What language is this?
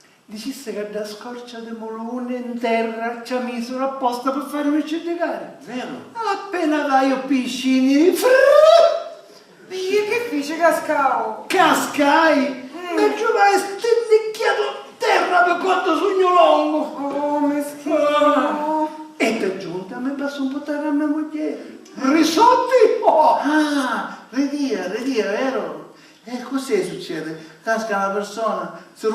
Sicilian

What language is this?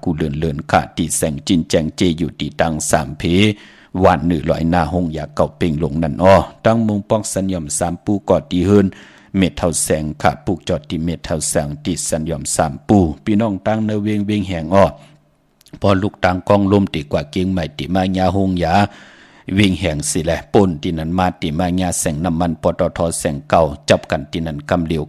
Shan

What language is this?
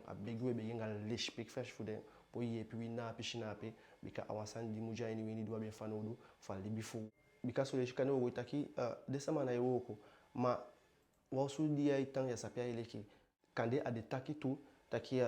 Eastern Maroon Creole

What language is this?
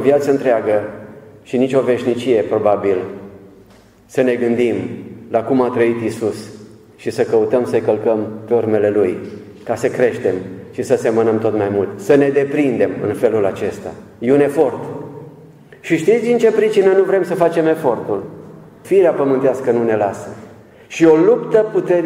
Romanian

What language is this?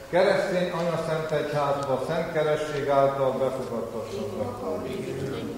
Hungarian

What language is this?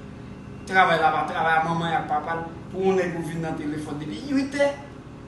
Haitian Creole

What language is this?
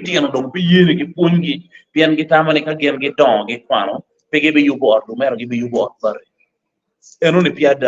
Acoli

